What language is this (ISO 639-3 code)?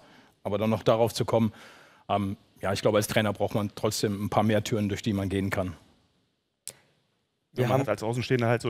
deu